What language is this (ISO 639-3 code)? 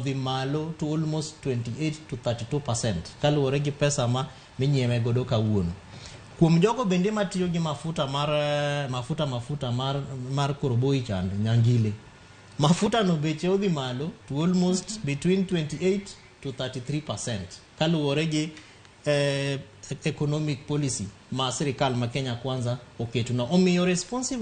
luo